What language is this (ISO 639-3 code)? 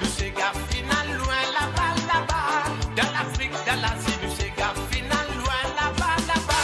mfe